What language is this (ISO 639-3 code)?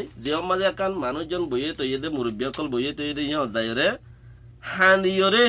rhg